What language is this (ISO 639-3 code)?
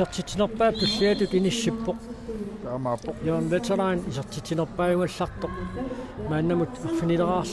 kal